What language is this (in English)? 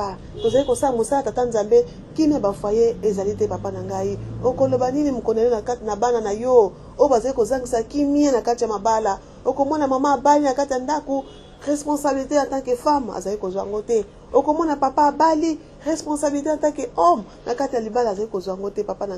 Lingala